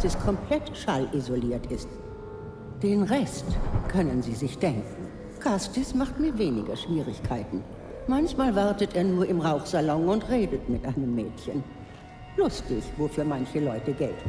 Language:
Bavarian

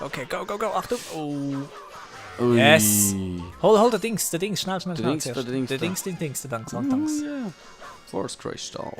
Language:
Swiss German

